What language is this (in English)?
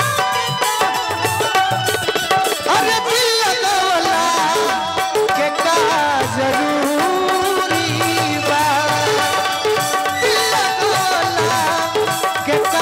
Bhojpuri